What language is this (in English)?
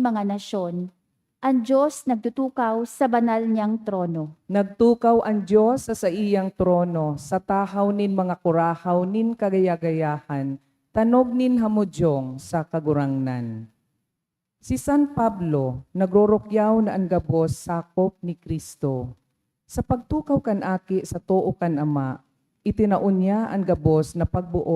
Bikol